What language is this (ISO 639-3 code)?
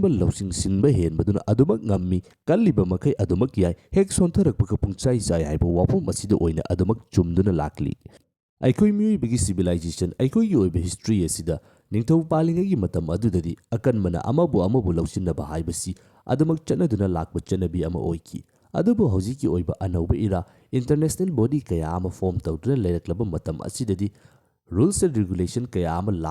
mni